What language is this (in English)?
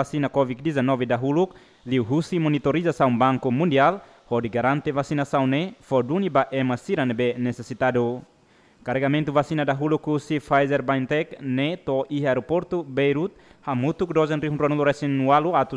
Tetum